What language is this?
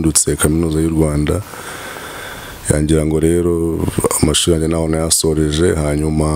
Kinyarwanda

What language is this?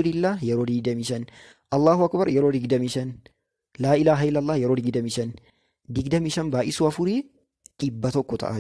Oromo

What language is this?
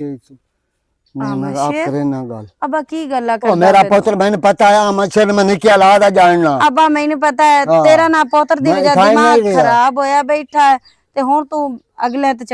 Western Panjabi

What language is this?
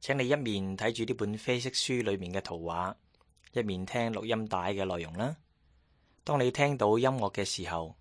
Cantonese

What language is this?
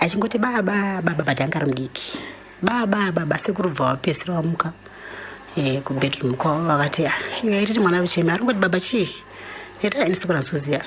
Shona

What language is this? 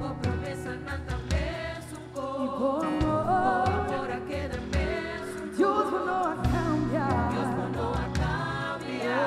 Papiamento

